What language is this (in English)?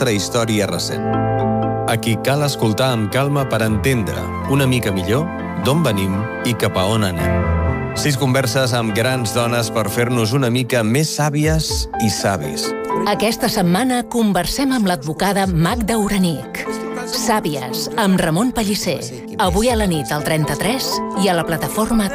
Catalan